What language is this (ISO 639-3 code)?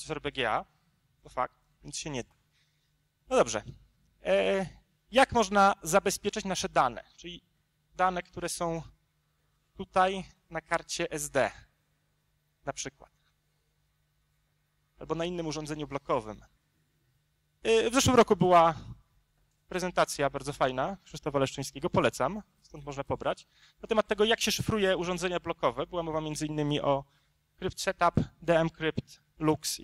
pol